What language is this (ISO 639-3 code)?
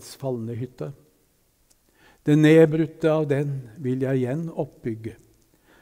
nor